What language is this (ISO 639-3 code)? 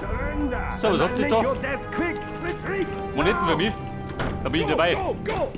bar